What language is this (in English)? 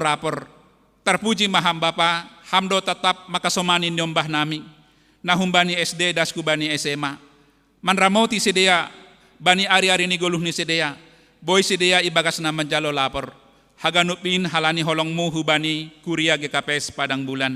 Batak Simalungun